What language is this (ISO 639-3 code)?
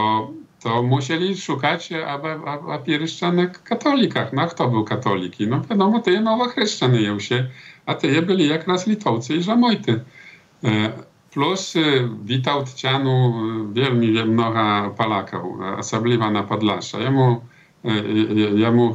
bel